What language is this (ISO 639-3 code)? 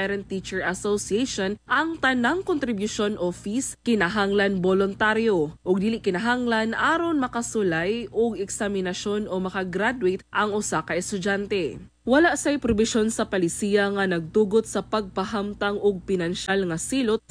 ceb